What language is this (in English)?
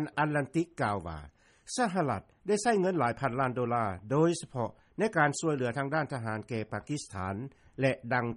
Lao